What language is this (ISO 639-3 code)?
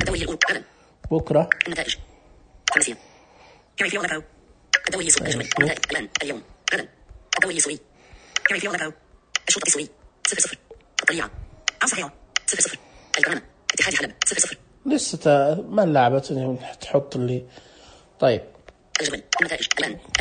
ars